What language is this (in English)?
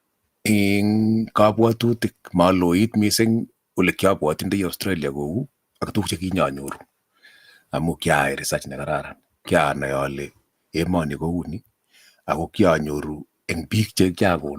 Kalenjin